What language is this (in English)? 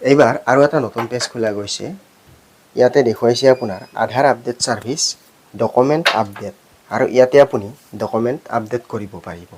Assamese